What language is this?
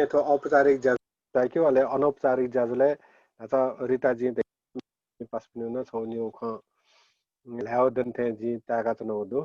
Newari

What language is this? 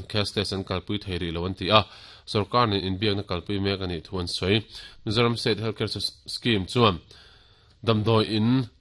Mizo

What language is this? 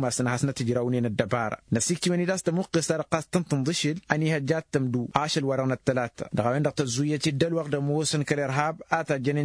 Tamasheq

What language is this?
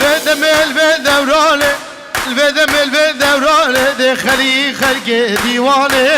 Kurdish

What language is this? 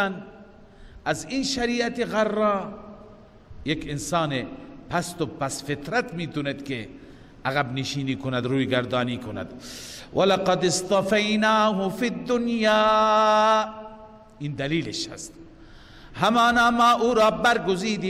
Persian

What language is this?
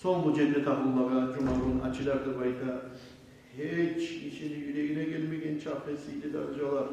Kumyk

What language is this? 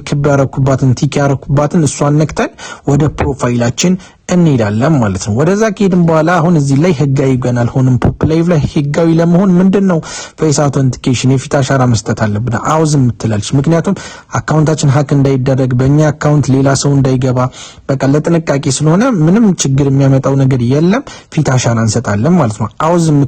Amharic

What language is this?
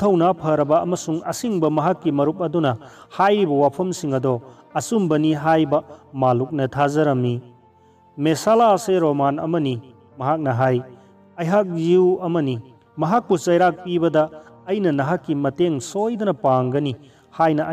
Manipuri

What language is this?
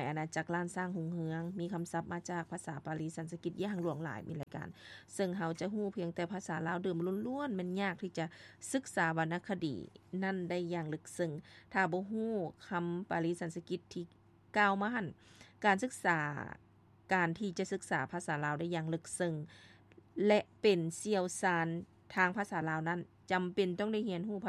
Lao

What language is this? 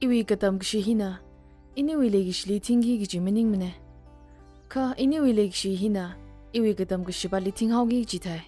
Tangkhul Naga (India)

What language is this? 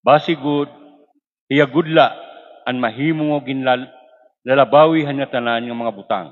Waray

